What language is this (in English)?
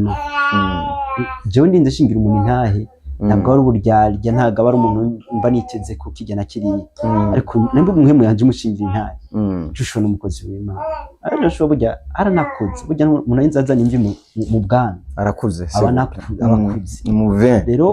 Rundi